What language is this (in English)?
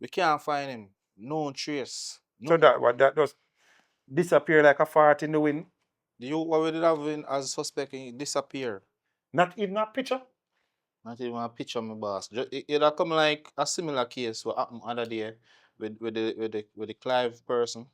Jamaican Creole English